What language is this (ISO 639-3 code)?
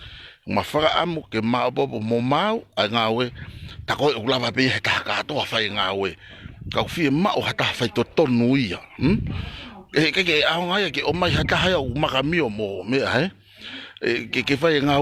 ton